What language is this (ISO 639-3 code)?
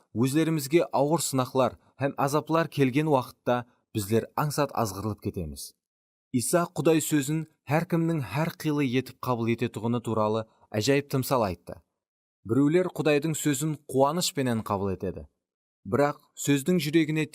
kaa